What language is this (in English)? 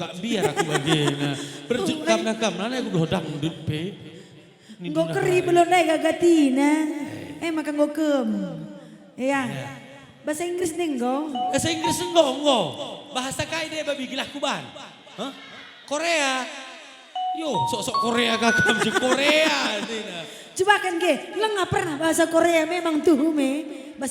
Batak Karo